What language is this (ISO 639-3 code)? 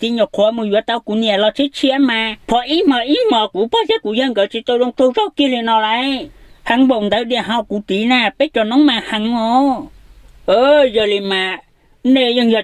hmn